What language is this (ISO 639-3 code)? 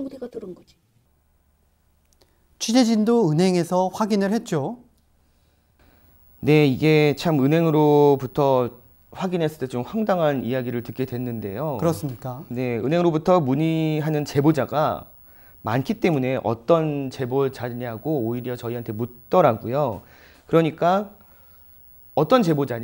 kor